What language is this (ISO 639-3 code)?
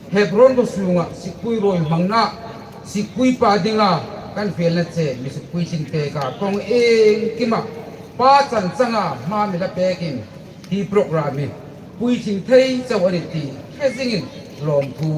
hmr